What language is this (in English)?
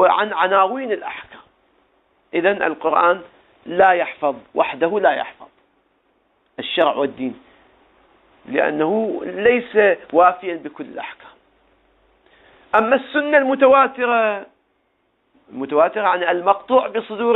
Arabic